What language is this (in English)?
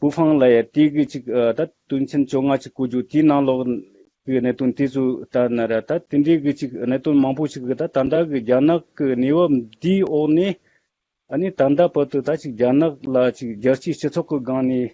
Tibetan